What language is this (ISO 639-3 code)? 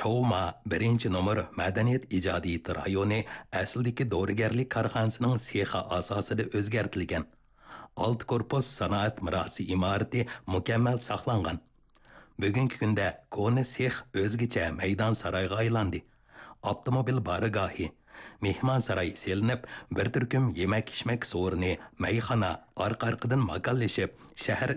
uig